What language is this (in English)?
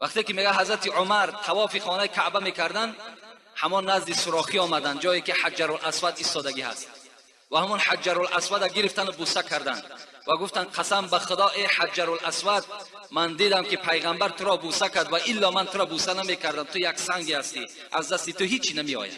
Tajik